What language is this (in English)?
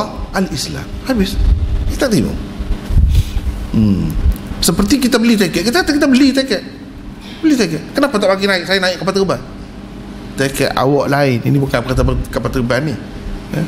Malay